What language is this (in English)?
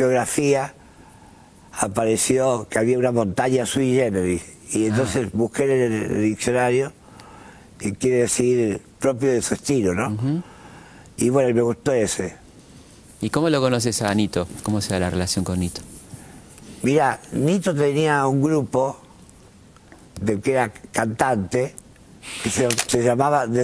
Spanish